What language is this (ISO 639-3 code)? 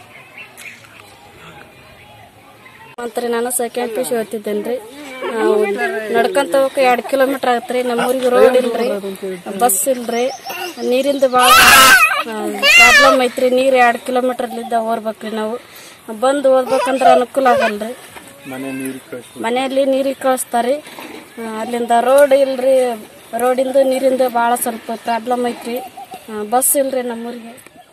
kan